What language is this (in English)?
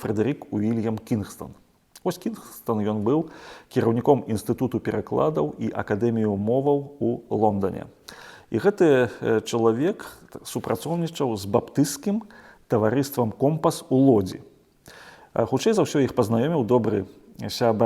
Belarusian